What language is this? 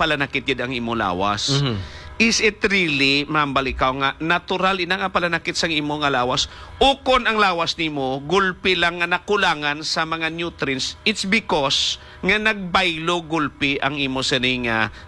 Hiligaynon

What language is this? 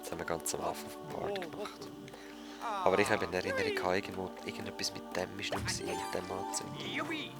Swiss German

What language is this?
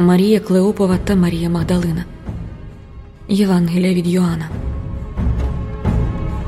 Ukrainian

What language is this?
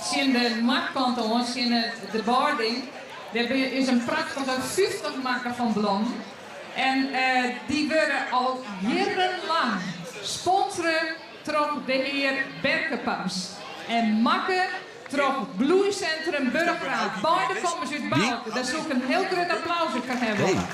Western Frisian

